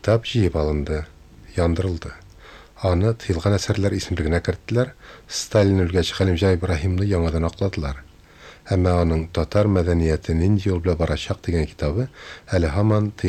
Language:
Tatar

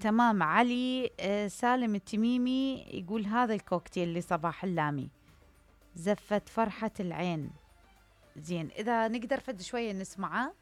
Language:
Mesopotamian Arabic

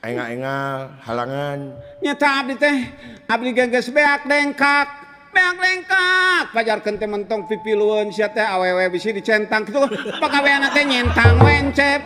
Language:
Sundanese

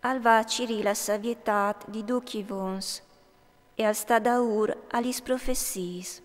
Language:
Friulian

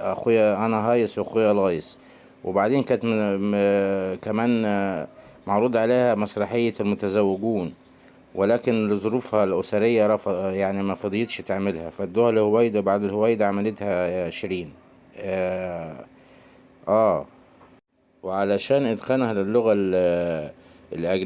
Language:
Egyptian Arabic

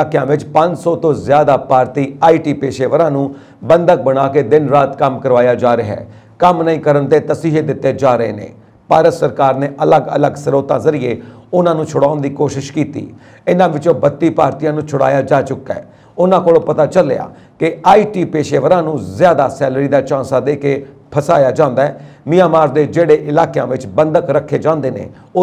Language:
Punjabi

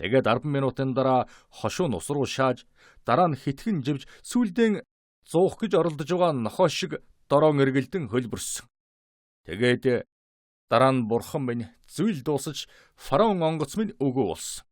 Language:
Mongolian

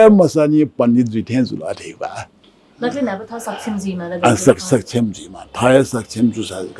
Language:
Newari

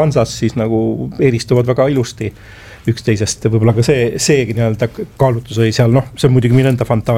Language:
Estonian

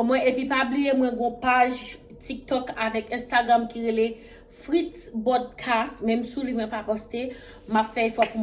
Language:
Haitian Creole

